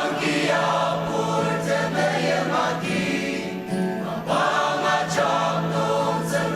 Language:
Ao Naga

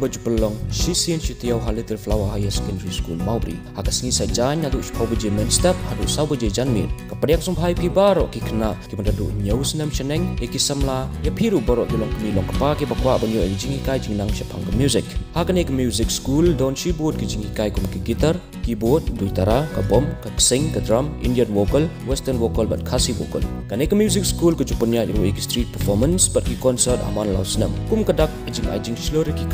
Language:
Khasi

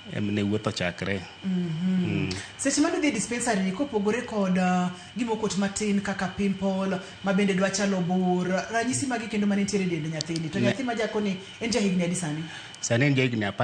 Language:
Luo (Kenya and Tanzania)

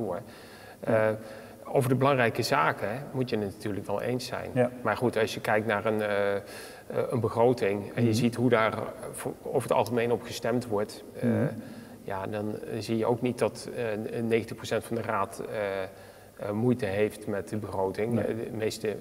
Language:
Dutch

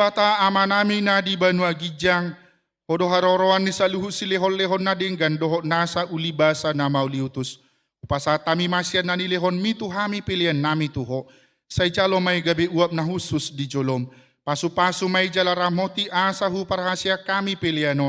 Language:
Batak Toba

